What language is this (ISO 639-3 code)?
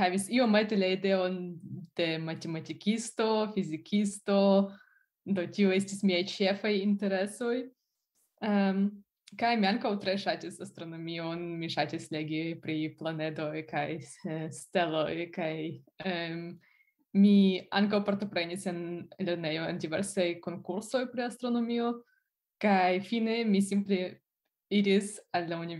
epo